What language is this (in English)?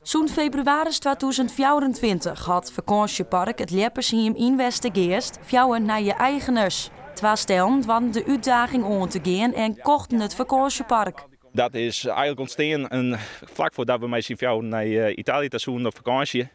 Western Frisian